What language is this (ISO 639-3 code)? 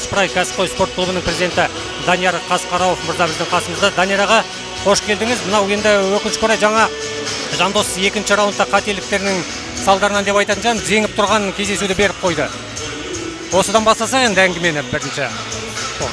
kaz